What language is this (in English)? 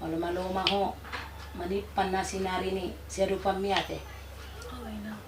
Batak Toba